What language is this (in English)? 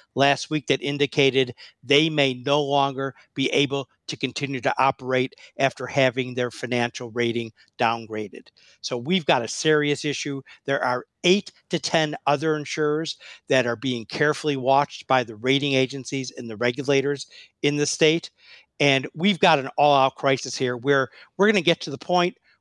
English